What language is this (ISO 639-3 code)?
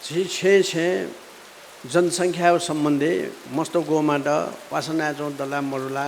new